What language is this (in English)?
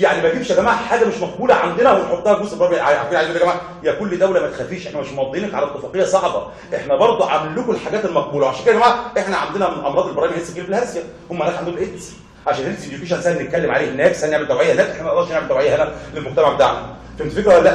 Egyptian Arabic